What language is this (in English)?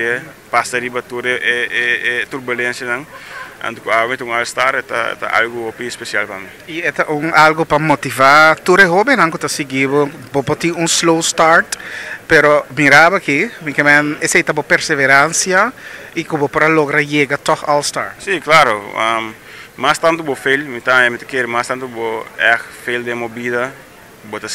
Papiamento